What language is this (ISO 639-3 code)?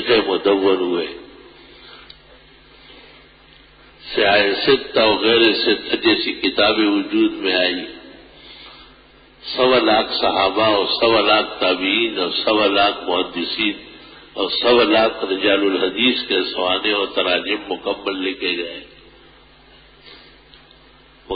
urd